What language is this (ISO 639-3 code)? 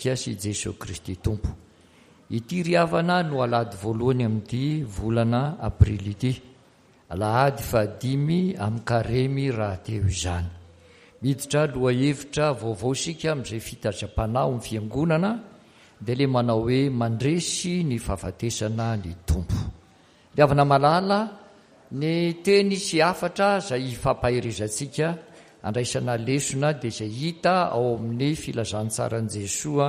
mlg